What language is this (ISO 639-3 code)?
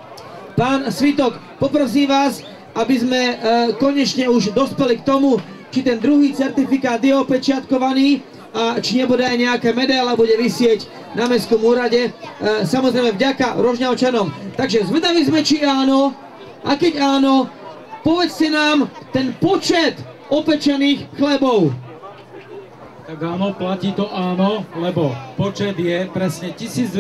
slk